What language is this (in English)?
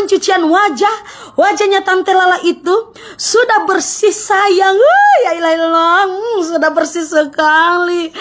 Manado Malay